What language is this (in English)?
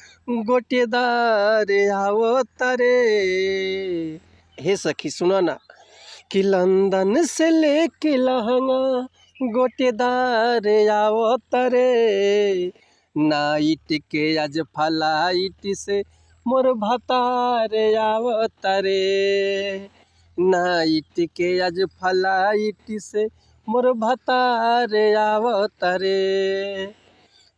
Bhojpuri